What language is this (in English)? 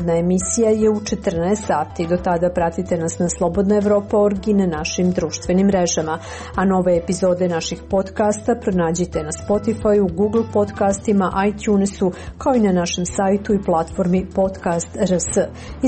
Serbian